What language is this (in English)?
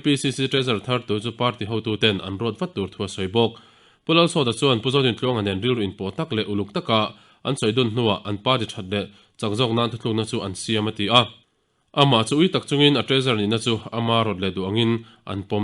Mizo